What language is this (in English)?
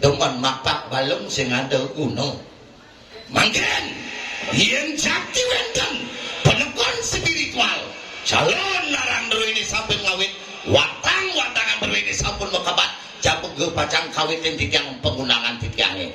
Balinese